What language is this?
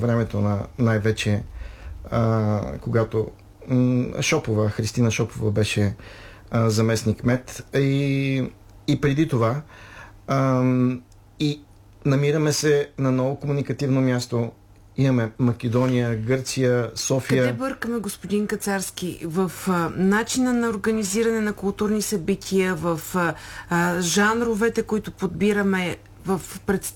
Bulgarian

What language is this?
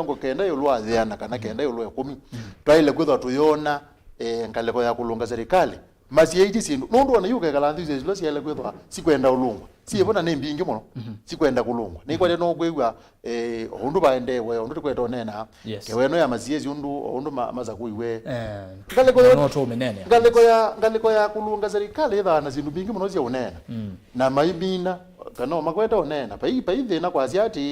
Kamba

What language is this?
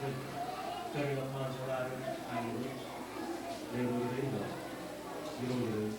Marshallese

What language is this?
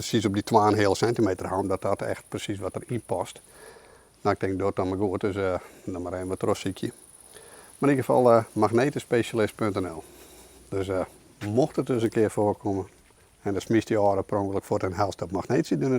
Western Frisian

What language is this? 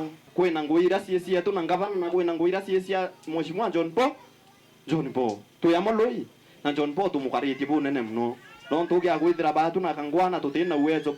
Meru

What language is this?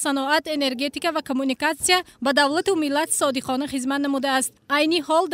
Tajik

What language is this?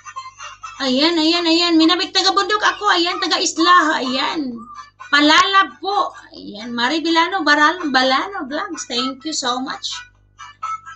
Filipino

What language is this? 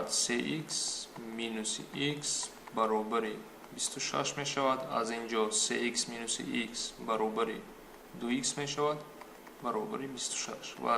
Tajik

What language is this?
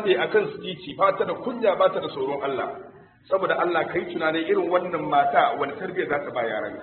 Hausa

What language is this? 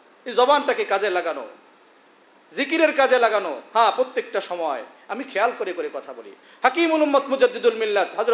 Bangla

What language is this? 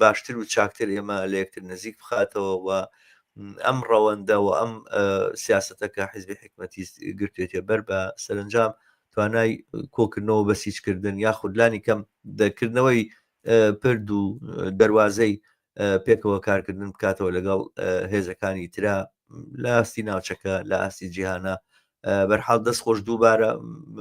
Central Kurdish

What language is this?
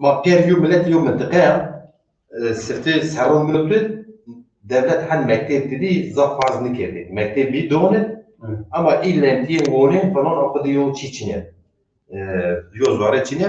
Zaza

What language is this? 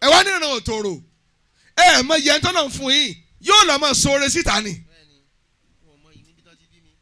Yoruba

